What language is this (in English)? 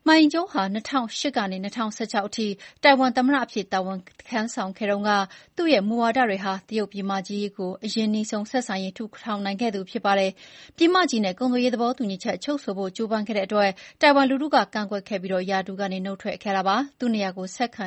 Burmese